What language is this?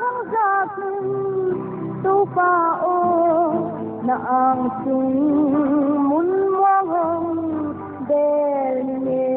Paite Chin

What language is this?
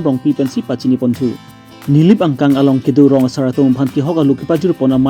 Karbi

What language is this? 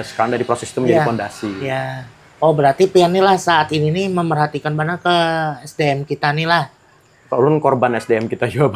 Banjar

